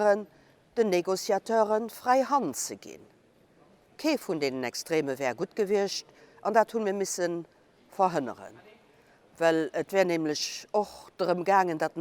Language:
Luxembourgish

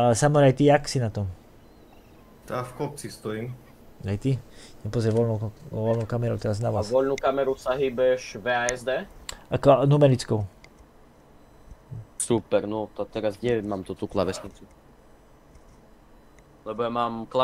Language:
Slovak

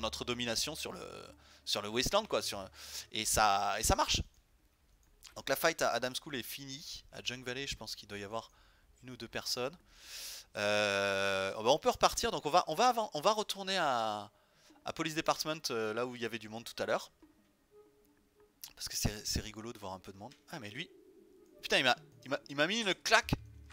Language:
French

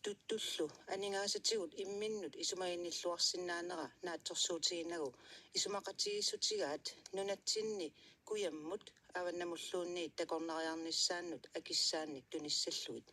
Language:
Kalaallisut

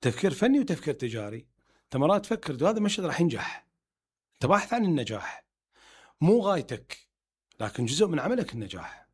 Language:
Mesopotamian Arabic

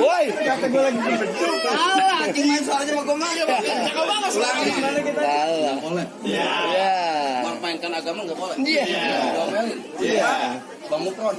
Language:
Betawi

